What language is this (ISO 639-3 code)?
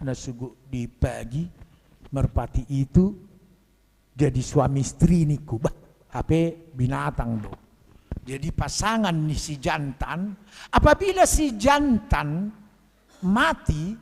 bbc